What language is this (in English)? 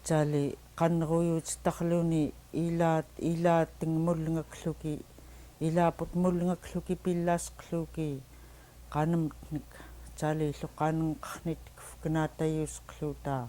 Central Yupik